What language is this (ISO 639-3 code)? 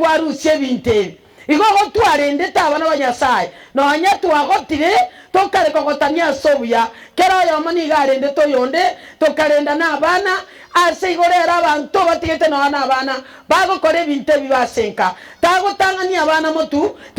guz